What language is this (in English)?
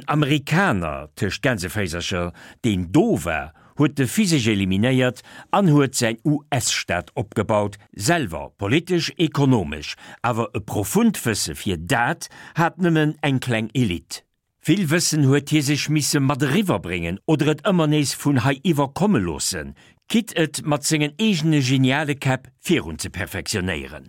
Luxembourgish